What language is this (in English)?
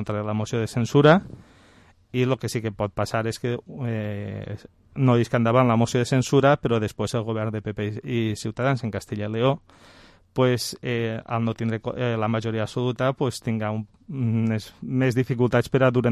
Catalan